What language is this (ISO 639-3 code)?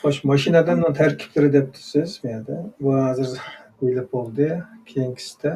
uig